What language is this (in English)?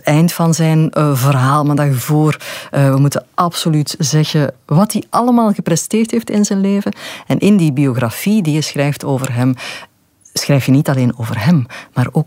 Dutch